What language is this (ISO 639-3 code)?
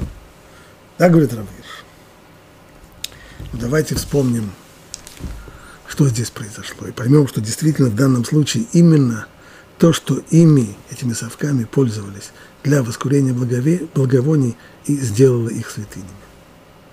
rus